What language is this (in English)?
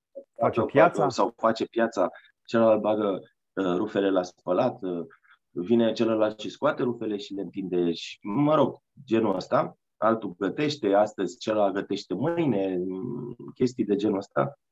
Romanian